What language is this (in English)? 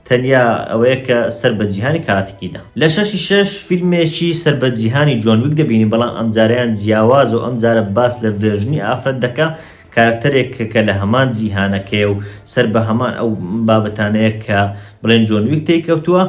Central Kurdish